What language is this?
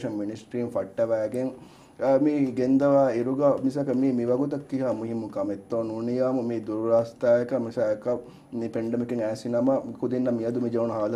Divehi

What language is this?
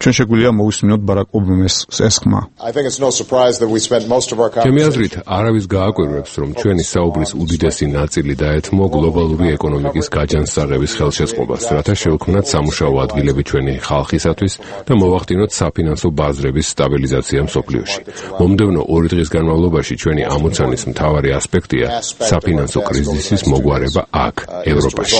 Georgian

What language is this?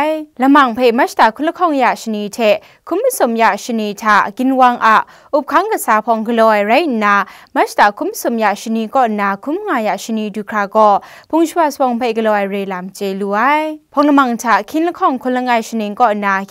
Kachin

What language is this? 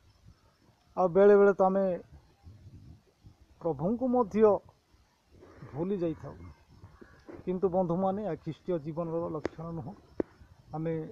Odia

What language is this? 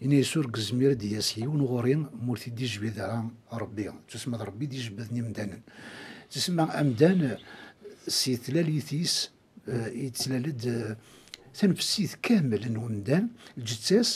Kabyle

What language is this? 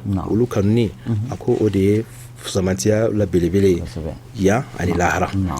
Bambara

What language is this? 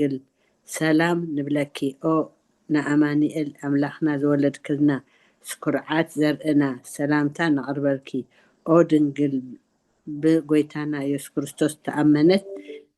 Tigrinya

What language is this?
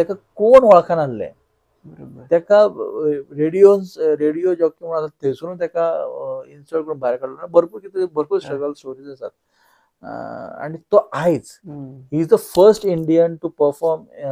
Konkani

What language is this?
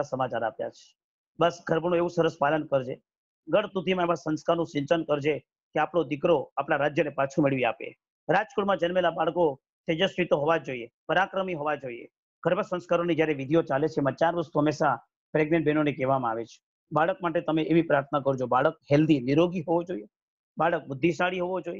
Gujarati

